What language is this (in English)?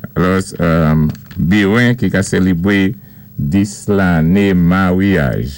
Saint Lucian Creole French